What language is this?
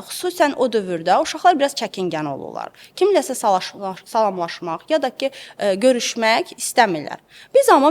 Azerbaijani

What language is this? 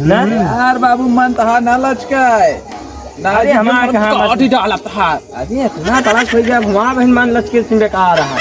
Awadhi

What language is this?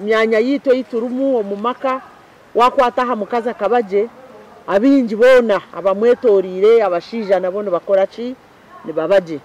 Nyankole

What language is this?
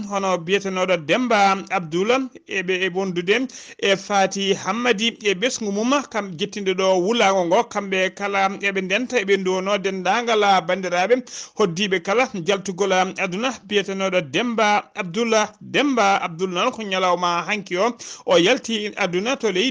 Fula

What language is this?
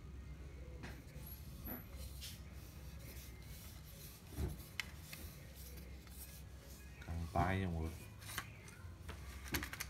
Vietnamese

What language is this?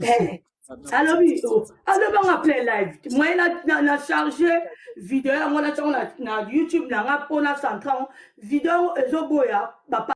Lingala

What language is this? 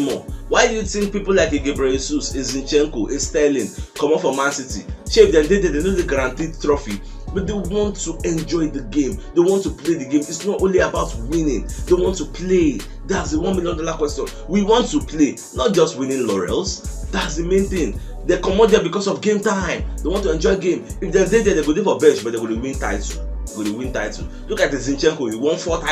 Nigerian Pidgin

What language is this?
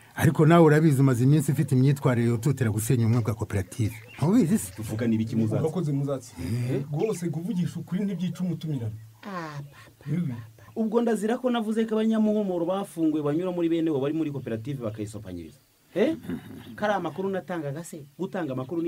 Kinyarwanda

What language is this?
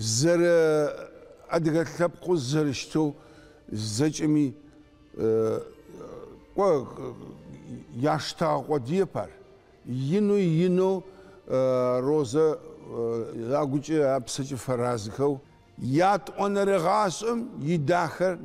Adyghe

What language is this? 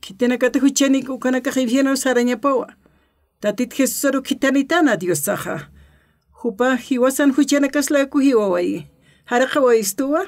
Aymara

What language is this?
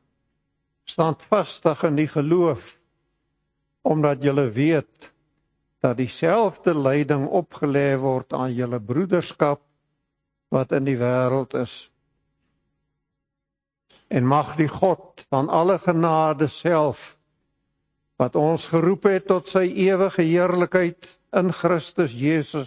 Afrikaans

